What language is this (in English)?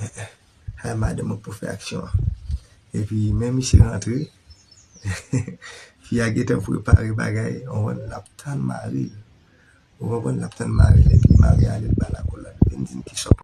Haitian Creole